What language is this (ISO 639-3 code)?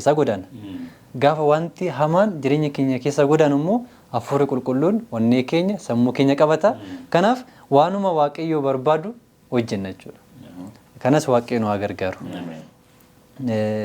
orm